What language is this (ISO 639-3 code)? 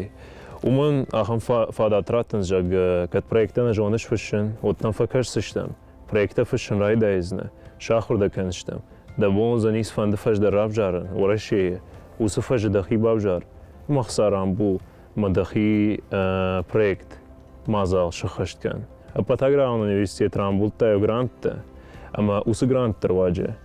oss